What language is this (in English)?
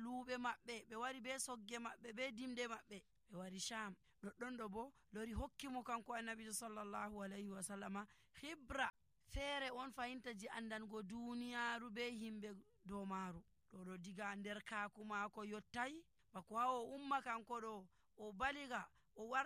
Nigerian Fulfulde